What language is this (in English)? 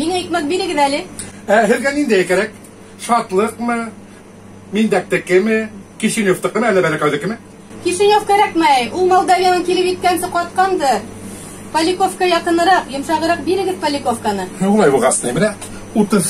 Bashkir